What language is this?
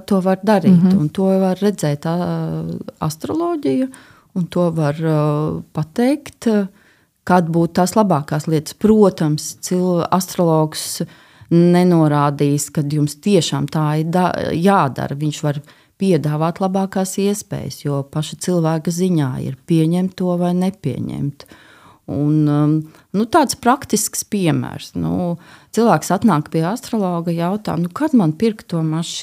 Latvian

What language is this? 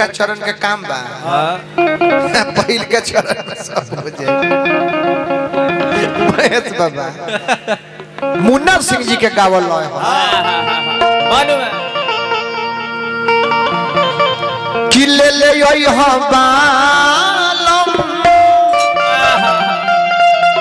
Bhojpuri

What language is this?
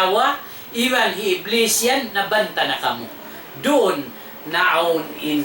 Tausug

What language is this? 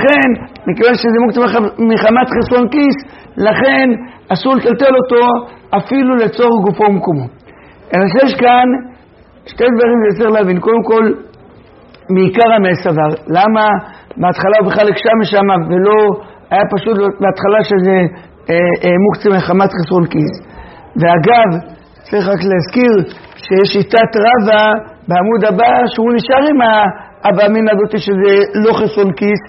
Hebrew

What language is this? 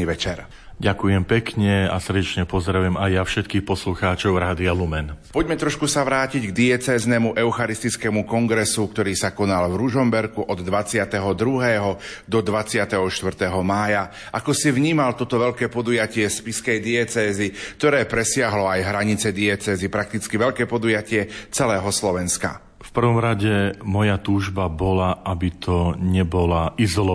Slovak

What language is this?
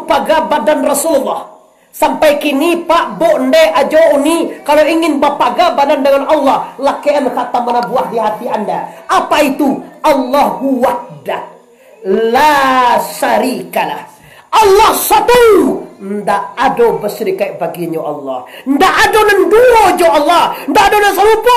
Minangkabau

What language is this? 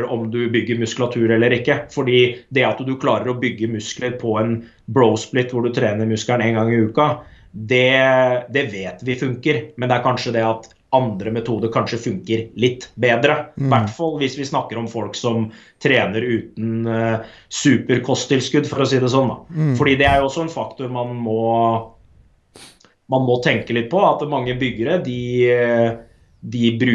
Norwegian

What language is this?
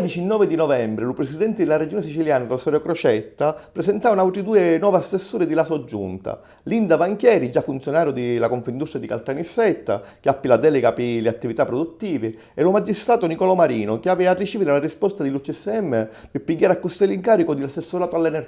Sicilian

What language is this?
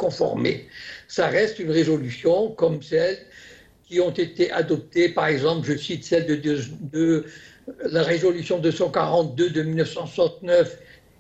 French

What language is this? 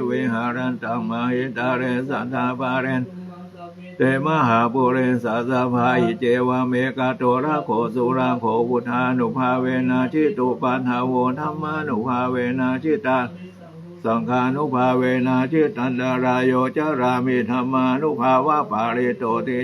Pali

